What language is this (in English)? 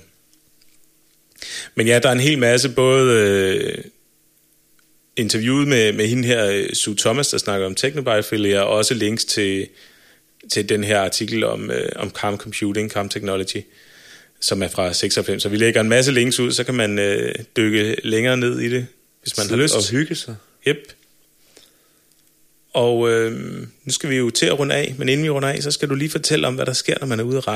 Danish